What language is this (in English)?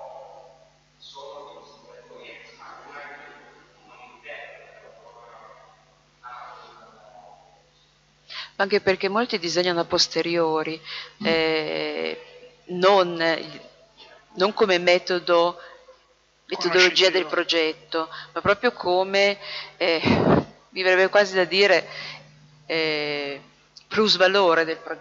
Italian